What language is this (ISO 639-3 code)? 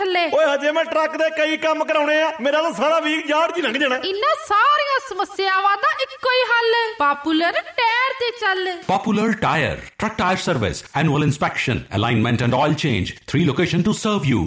pan